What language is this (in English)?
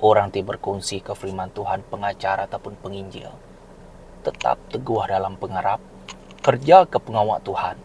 Iban